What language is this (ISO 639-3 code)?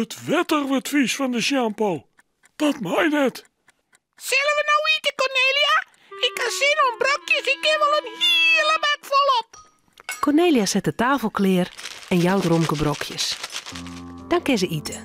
fry